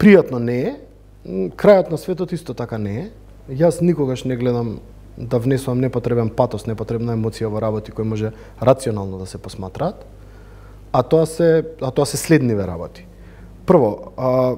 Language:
Macedonian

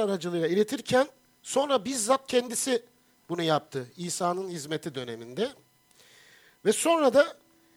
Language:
Turkish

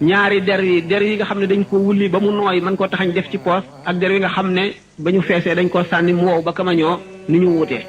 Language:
Wolof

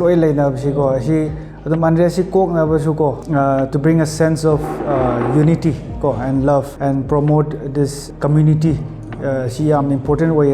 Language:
Manipuri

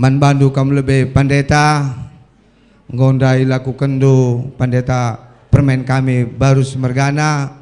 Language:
Batak Karo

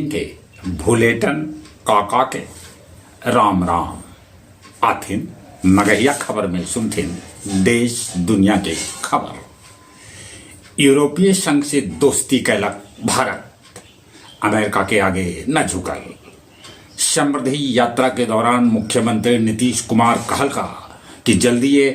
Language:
Magahi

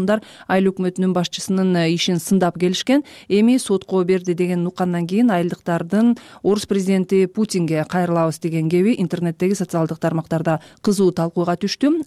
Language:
Kyrgyz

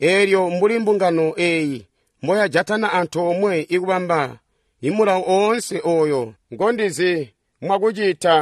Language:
Tonga (Zambia)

